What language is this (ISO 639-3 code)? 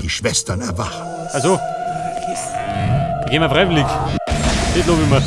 bar